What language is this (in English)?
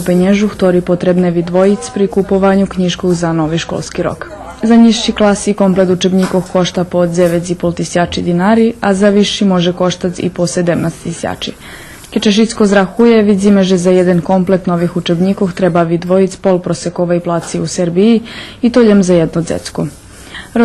Rusyn